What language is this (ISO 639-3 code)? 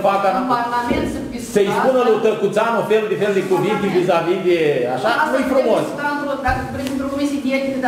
ron